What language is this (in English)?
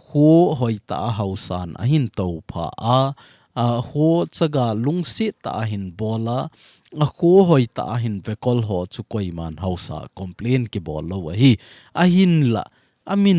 Thado Chin